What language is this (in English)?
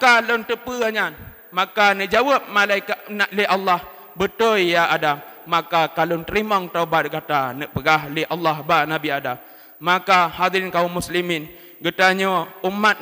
Achinese